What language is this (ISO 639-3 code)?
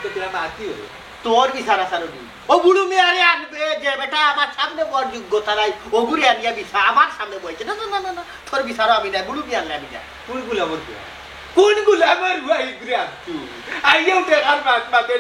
syl